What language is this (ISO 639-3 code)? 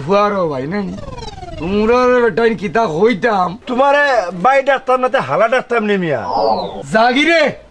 syl